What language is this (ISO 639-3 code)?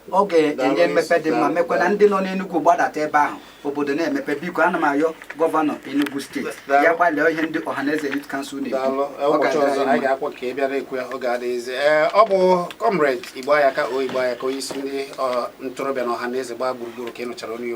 ibo